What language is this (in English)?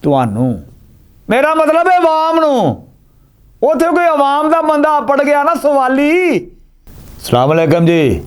Western Panjabi